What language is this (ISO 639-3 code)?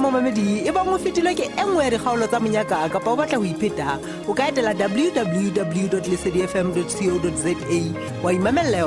sot